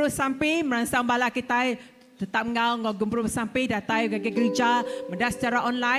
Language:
Iban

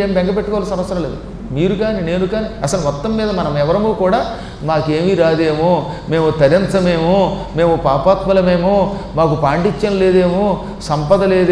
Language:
Telugu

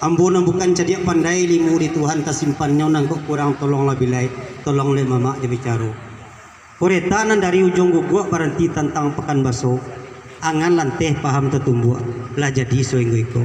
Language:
Minangkabau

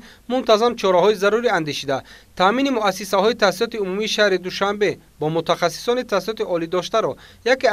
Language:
Tajik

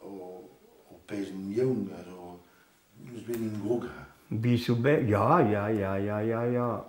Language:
Breton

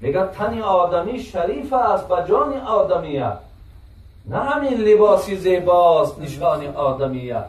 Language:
Tajik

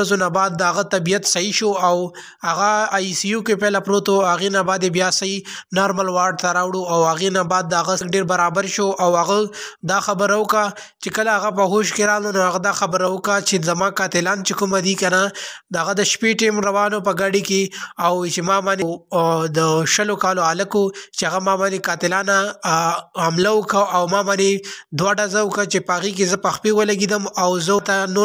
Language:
Pashto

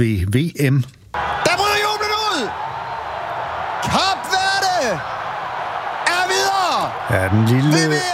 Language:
Danish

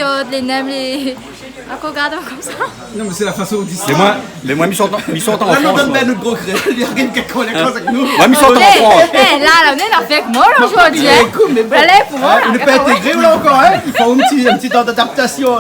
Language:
Réunion Creole French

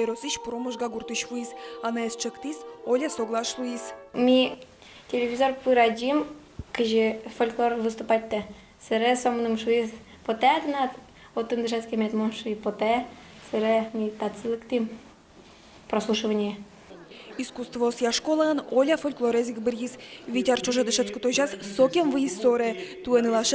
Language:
Udmurt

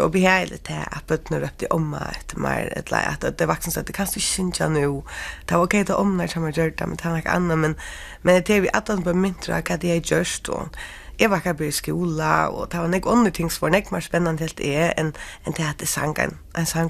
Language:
Faroese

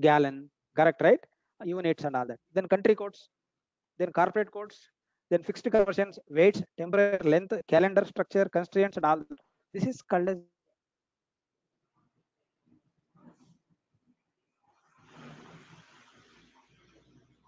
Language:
English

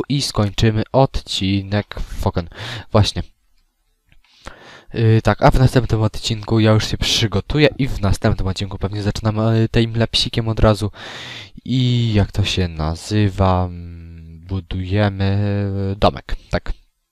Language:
Polish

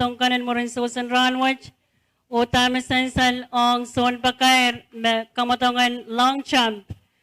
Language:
Pohnpeian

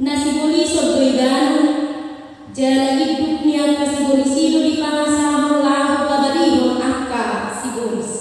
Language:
Batak Toba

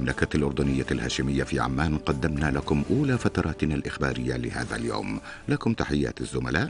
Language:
Arabic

